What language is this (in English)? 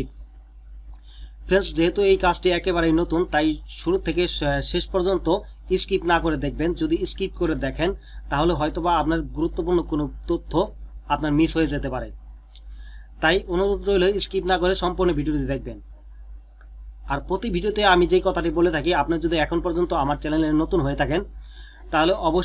Bangla